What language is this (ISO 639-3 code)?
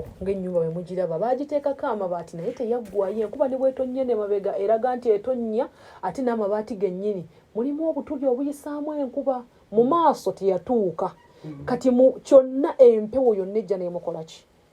lug